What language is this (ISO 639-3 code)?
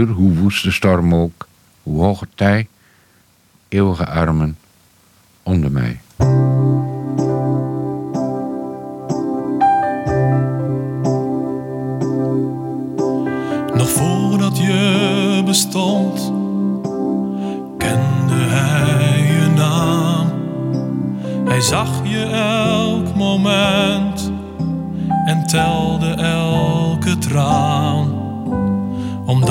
nld